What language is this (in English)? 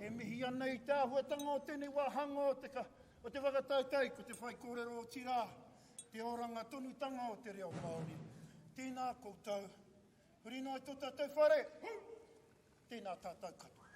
Māori